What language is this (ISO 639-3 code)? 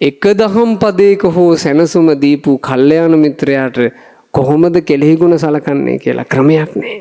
sin